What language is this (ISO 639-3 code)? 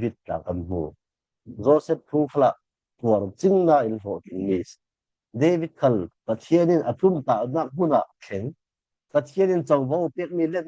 cfm